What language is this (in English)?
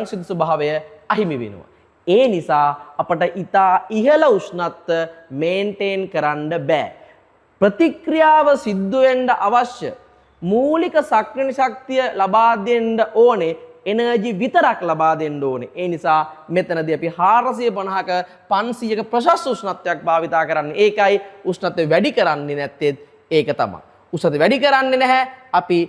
Sinhala